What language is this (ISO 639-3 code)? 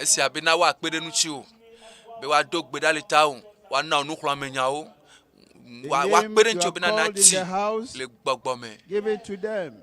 ewe